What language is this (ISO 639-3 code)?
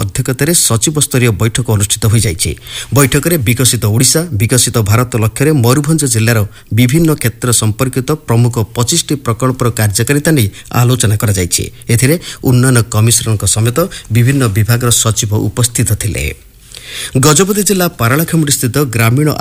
ori